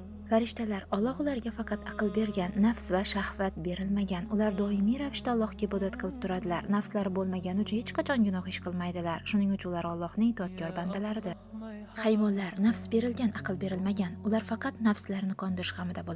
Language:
Uzbek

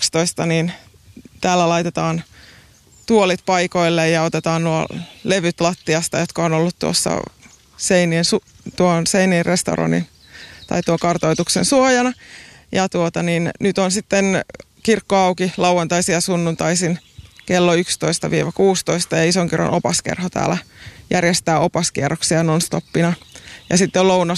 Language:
Finnish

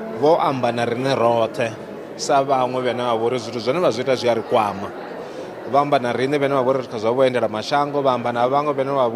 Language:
Venda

